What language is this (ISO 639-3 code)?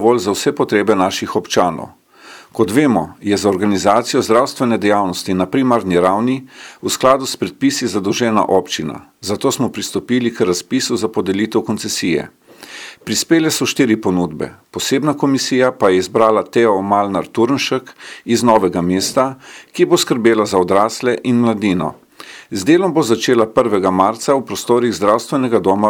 slv